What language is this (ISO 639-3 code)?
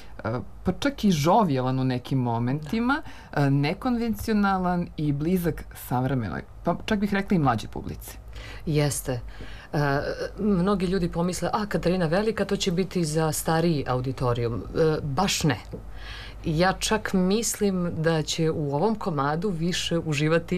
srp